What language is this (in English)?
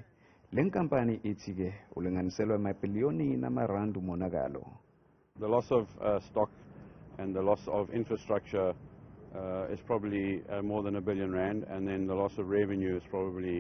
Zulu